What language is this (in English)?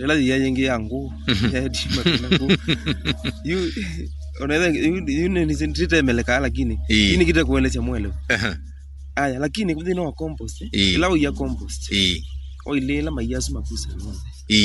Kamba